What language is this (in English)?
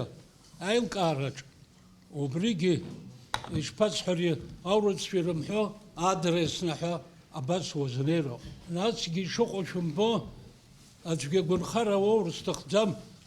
Abkhazian